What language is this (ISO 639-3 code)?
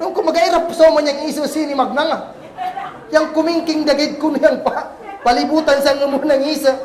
kll